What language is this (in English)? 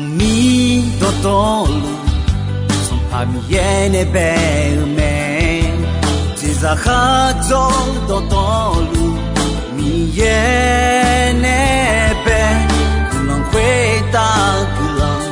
Akha